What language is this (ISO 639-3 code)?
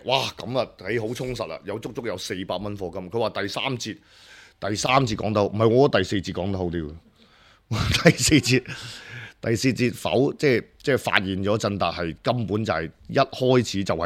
yue